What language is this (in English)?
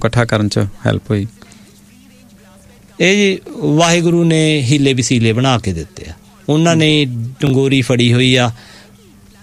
Punjabi